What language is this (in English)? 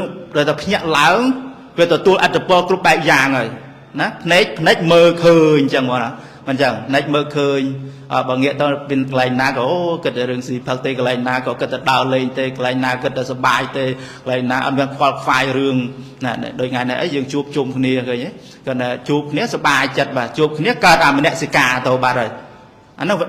Khmer